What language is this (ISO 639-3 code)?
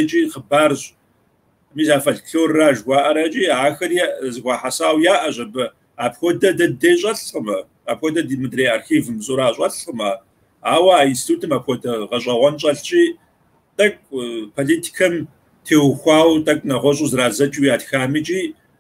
kbd